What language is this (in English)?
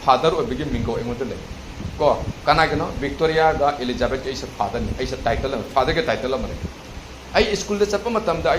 Manipuri